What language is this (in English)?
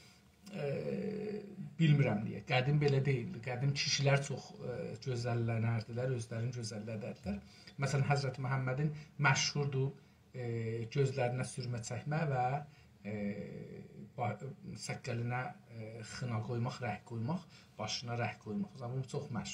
South Azerbaijani